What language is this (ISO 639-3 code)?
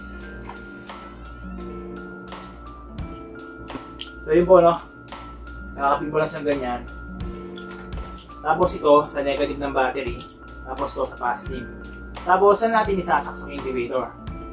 fil